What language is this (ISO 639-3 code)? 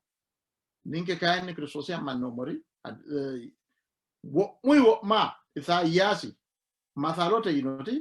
sid